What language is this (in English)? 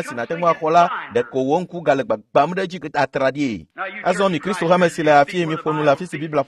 Ewe